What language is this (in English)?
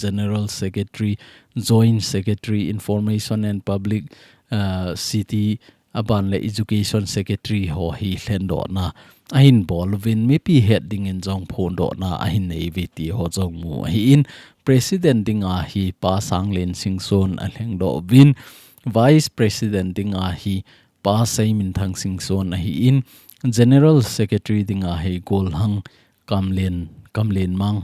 Thado Chin